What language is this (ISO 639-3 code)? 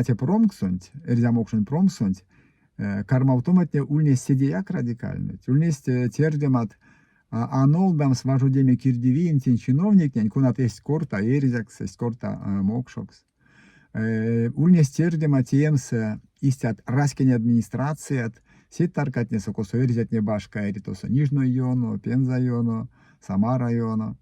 myv